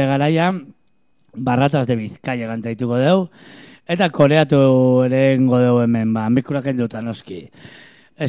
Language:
Basque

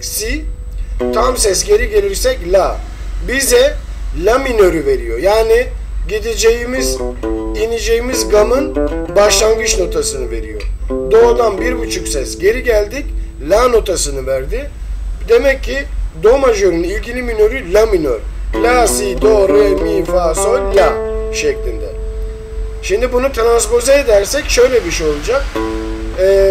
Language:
Turkish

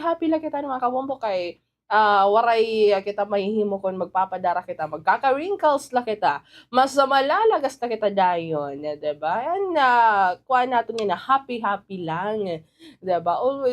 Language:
Waray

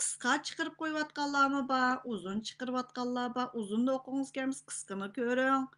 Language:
Uyghur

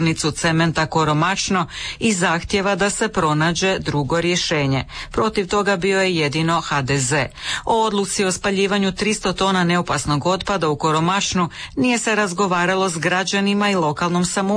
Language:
Croatian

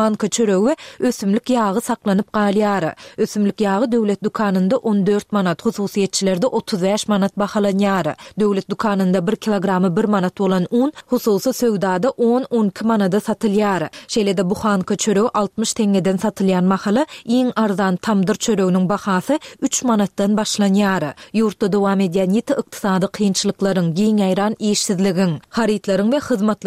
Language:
Turkmen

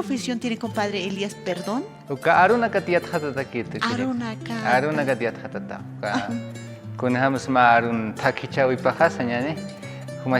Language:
Aymara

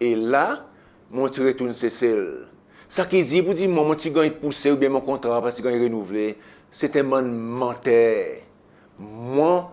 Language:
Seselwa Creole French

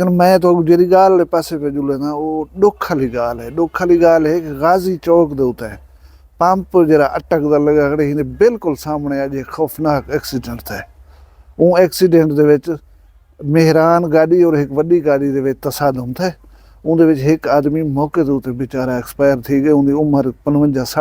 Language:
Saraiki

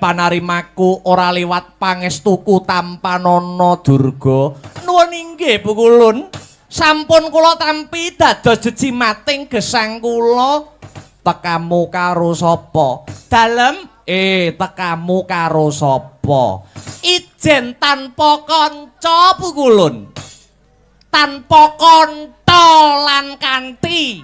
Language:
Javanese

